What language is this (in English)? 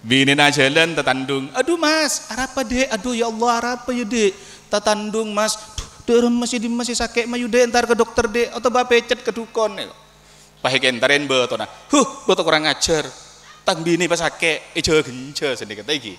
Madurese